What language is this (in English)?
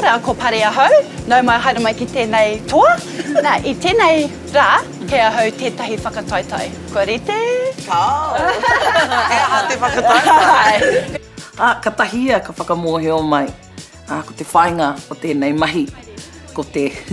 Māori